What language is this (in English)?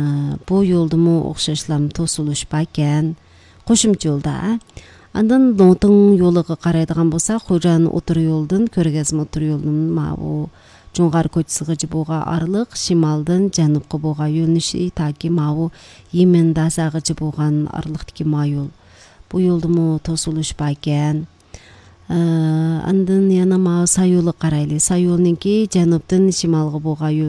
Uyghur